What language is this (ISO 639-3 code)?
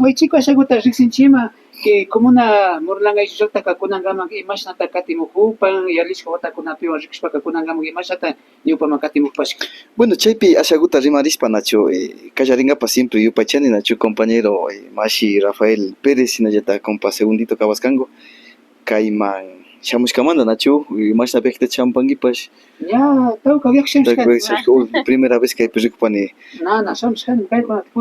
qvi